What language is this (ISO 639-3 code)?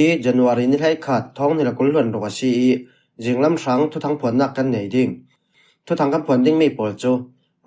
cfm